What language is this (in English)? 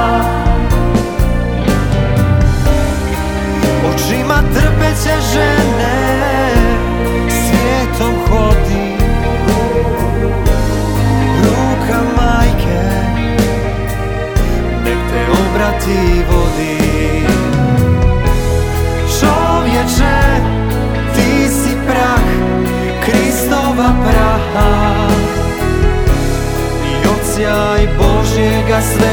Croatian